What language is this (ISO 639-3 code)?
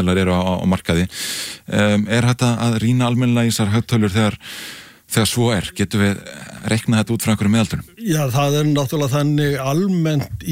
isl